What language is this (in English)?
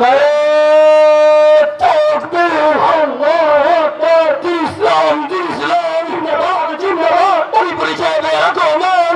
Sylheti